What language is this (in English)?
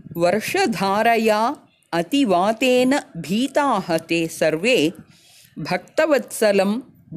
Sanskrit